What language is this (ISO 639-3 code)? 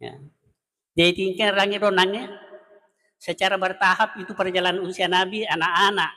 bug